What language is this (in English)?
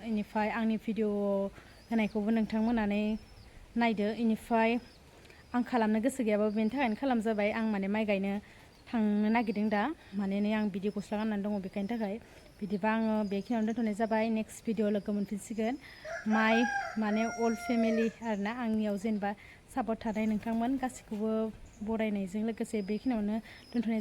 Bodo